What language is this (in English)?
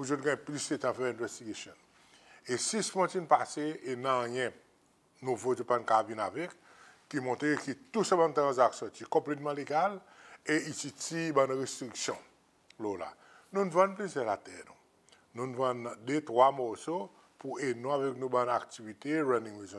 Seselwa Creole French